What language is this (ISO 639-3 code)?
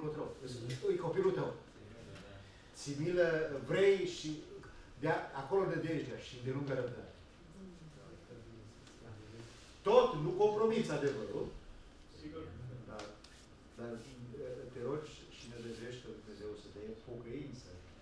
ron